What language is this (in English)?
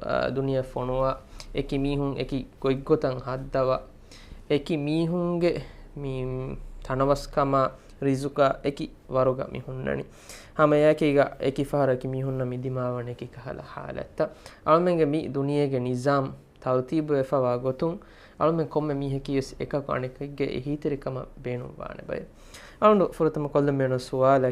Divehi